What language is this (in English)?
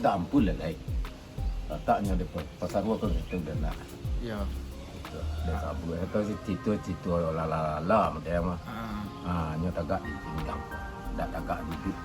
Minangkabau